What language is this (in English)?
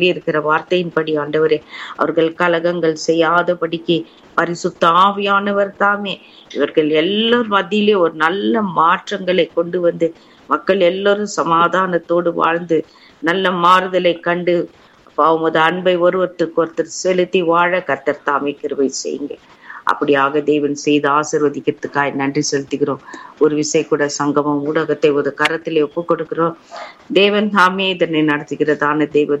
Tamil